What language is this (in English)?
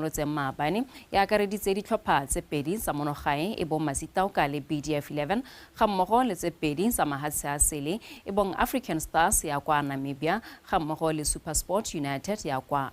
Tswana